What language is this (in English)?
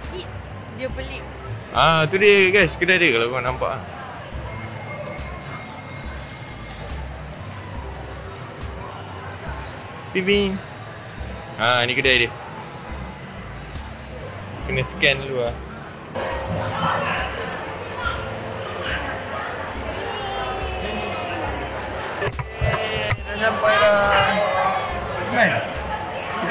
Malay